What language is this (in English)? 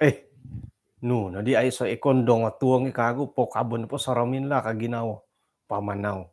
Central Dusun